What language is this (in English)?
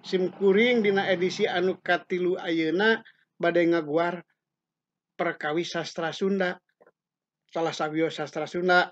Sundanese